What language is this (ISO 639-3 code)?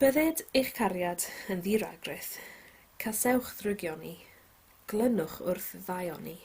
cym